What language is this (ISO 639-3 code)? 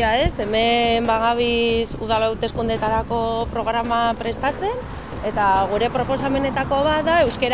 eus